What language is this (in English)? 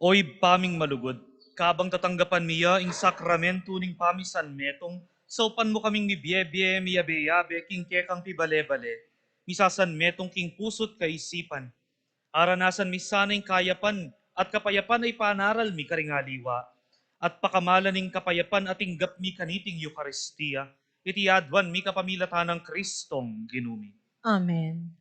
Pampanga